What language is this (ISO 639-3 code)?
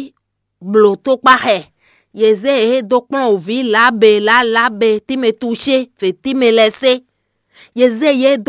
fon